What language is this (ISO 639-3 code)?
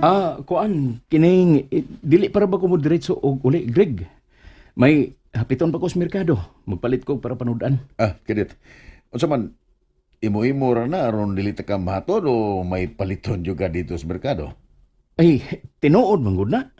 ceb